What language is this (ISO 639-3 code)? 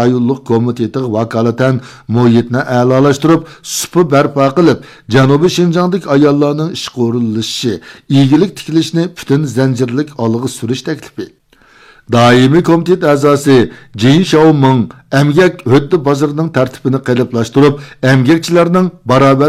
uig